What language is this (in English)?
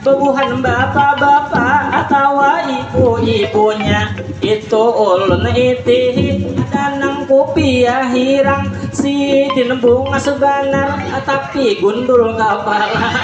Banjar